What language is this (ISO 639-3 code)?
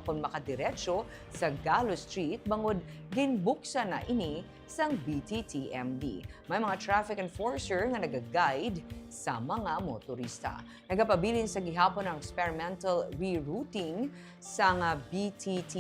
hil